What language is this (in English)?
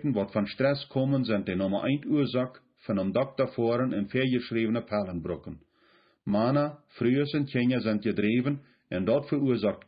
Plautdietsch